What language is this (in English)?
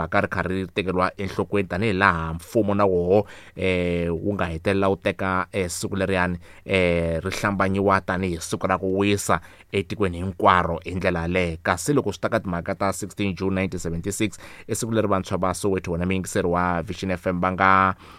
Tsonga